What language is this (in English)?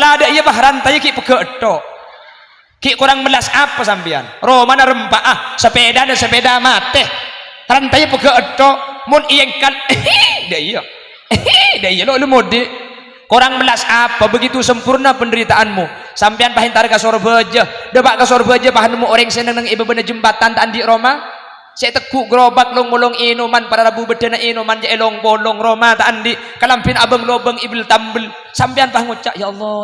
Madurese